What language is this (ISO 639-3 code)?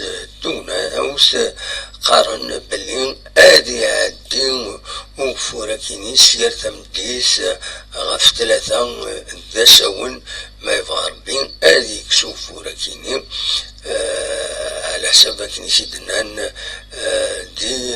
kab